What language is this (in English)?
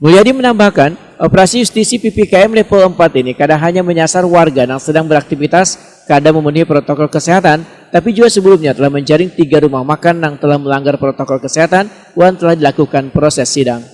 Banjar